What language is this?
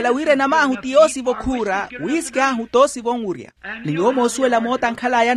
Makhuwa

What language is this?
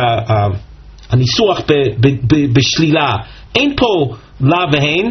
Hebrew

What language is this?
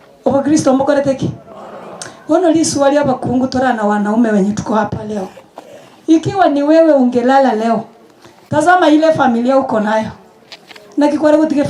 Gusii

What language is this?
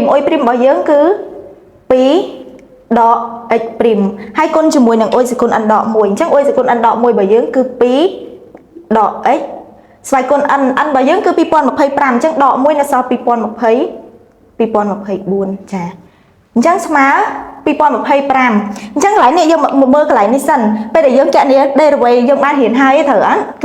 Khmer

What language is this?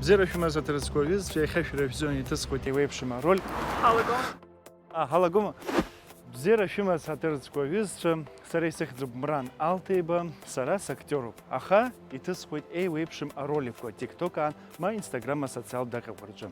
Abkhazian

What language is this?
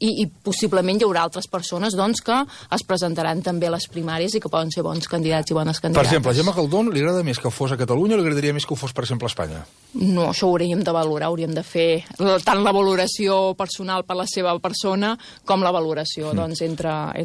Catalan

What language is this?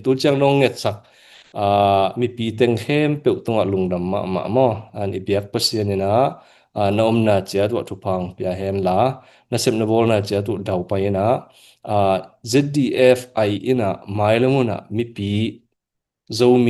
Tedim Chin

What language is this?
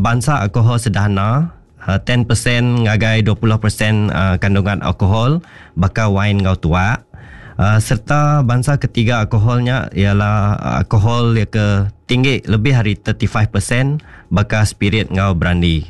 Iban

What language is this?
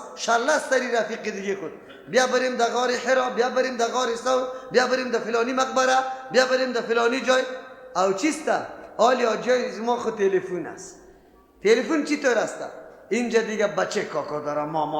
Persian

